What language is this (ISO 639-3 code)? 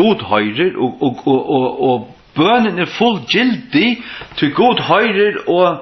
fao